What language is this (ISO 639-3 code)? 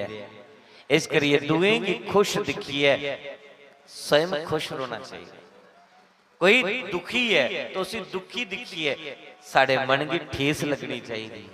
doi